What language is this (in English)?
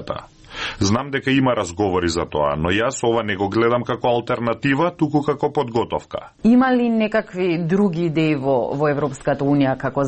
Macedonian